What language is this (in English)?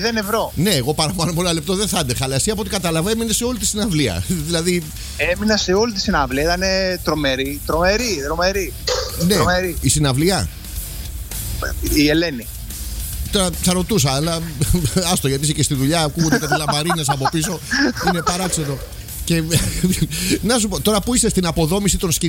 Greek